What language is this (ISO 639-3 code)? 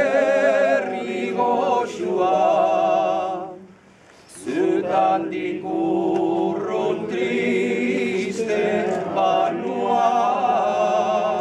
eus